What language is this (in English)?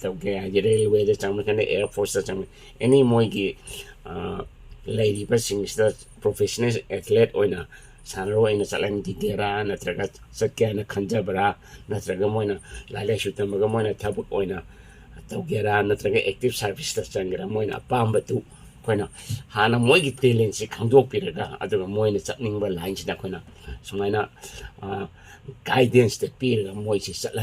Manipuri